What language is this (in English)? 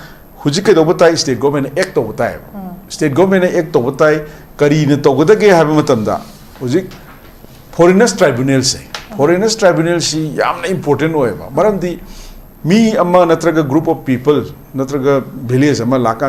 Manipuri